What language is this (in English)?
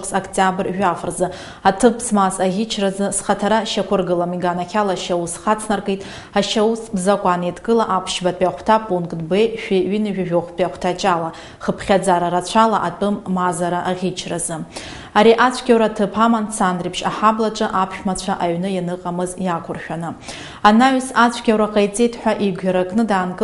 Abkhazian